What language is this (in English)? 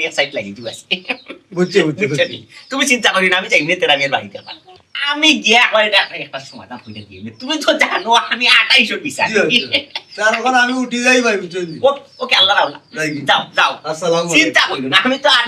Sylheti